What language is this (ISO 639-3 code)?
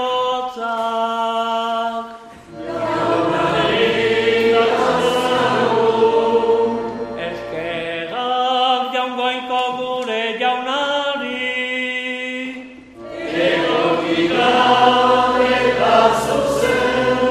eus